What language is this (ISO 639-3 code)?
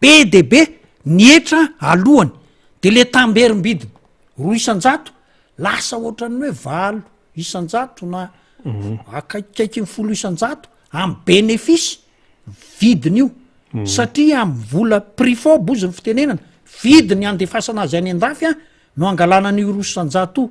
mlg